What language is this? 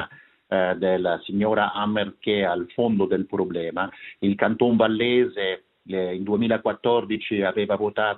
Italian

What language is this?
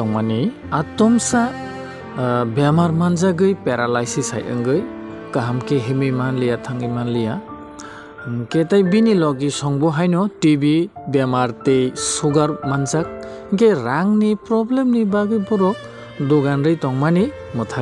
Kok Borok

